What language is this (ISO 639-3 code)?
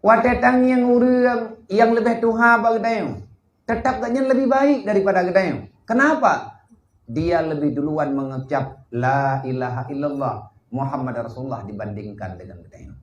ace